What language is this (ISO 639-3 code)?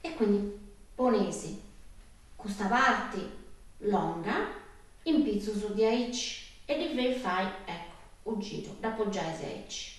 srd